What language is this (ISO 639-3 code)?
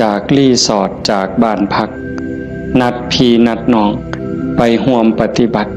tts